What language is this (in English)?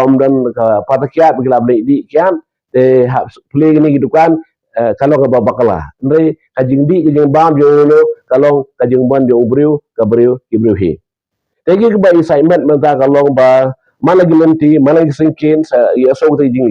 Khasi